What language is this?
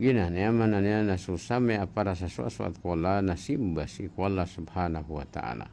Maranao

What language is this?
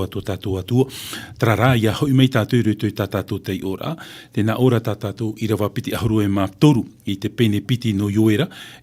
Tahitian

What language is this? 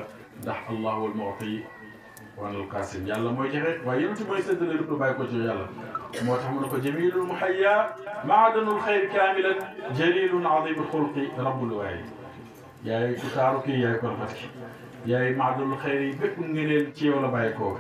Wolof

